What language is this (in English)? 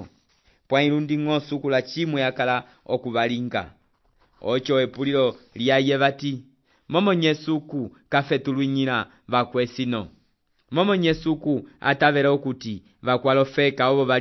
Umbundu